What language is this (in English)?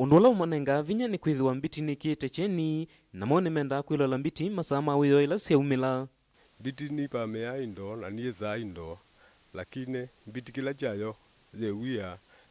Kamba